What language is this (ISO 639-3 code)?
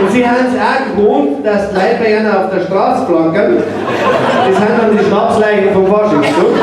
bar